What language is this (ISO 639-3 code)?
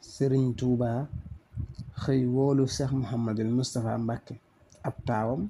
wol